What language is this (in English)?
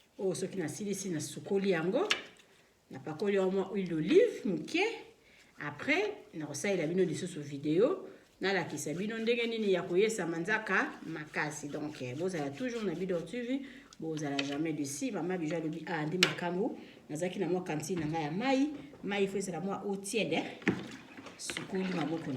Lingala